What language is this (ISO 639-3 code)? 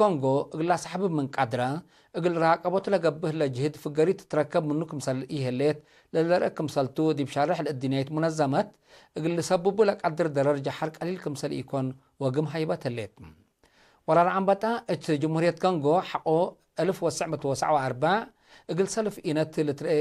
tig